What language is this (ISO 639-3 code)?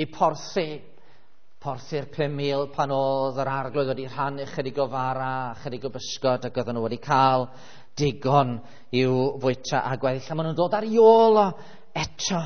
cym